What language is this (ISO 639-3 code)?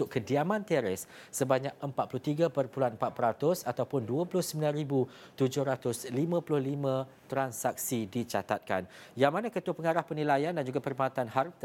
msa